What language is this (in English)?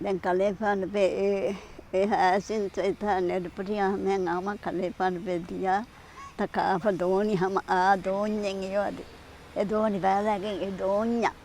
Divehi